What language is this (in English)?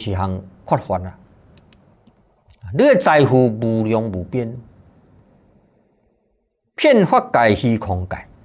Chinese